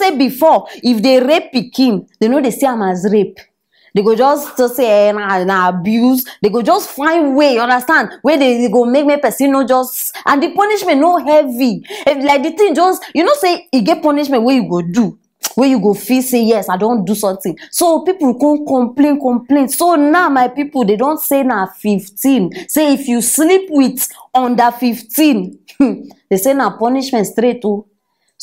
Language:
Nigerian Pidgin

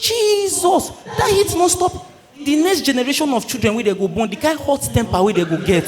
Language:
Nigerian Pidgin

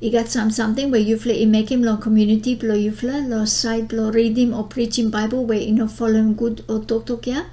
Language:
Bislama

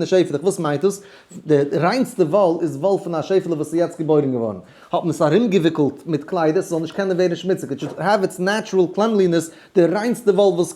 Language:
Yiddish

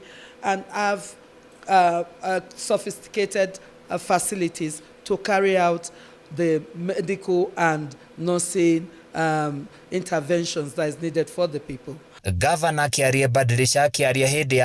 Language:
Kikuyu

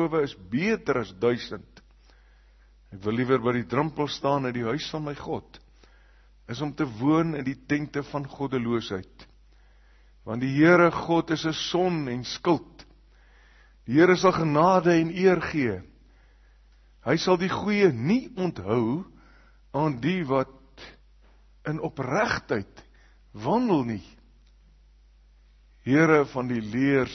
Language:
Afrikaans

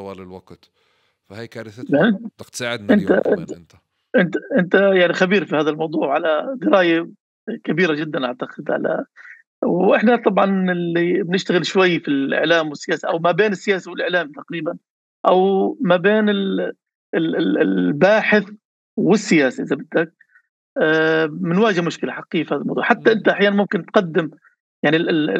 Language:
North Levantine Arabic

